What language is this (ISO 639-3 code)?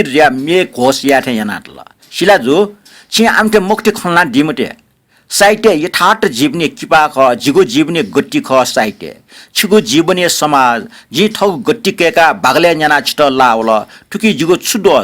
new